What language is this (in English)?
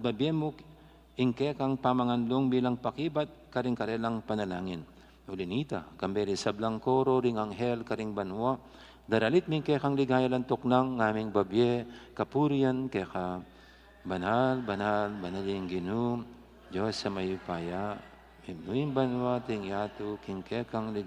Pampanga